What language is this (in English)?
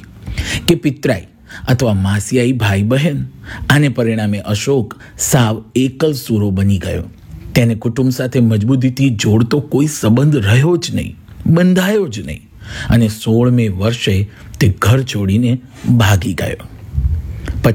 Gujarati